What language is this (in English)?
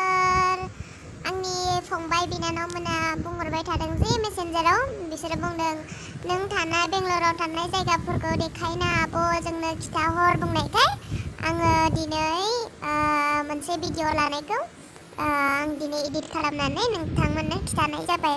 Bodo